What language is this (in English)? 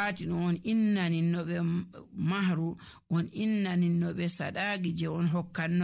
Nigerian Fulfulde